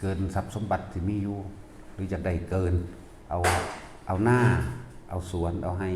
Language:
Northeastern Thai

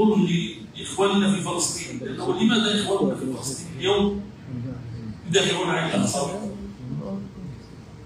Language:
Arabic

